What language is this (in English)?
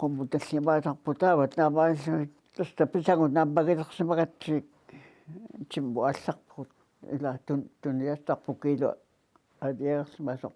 Kalaallisut